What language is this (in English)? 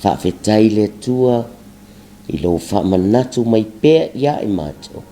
Samoan